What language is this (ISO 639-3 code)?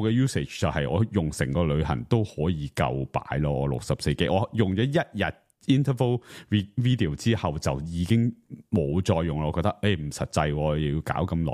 yue